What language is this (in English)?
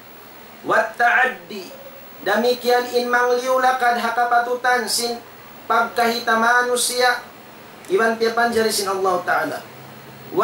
Tausug